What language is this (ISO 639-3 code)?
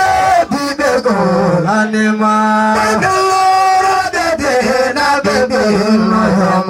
ful